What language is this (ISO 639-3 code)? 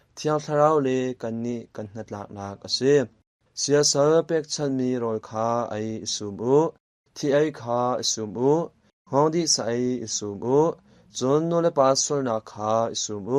cnh